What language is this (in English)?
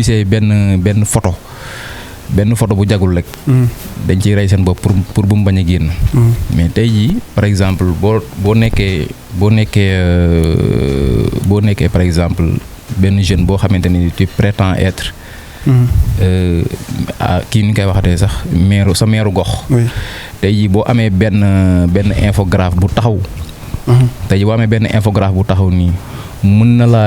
Wolof